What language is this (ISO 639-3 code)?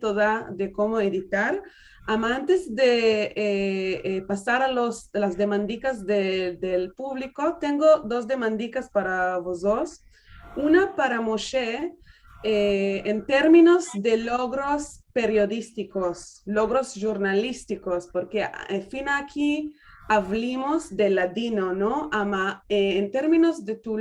lad